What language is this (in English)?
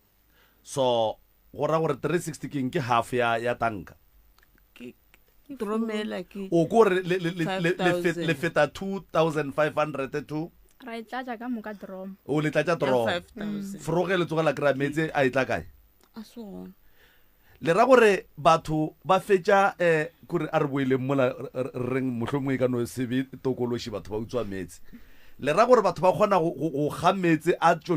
Northern Sotho